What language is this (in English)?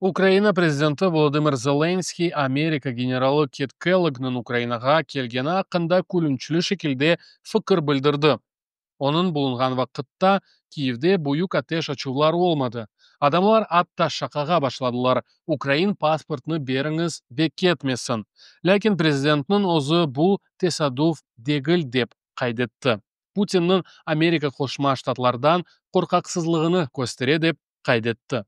Crimean Tatar